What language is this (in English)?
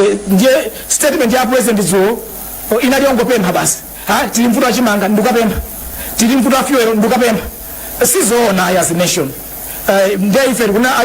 Nyanja